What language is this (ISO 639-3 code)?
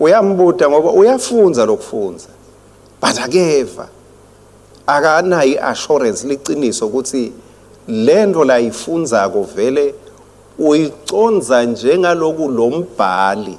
ssw